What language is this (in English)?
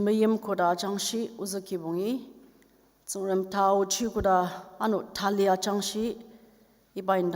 Ao Naga